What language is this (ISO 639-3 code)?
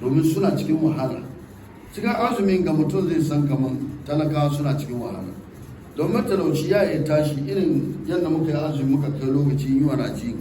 hau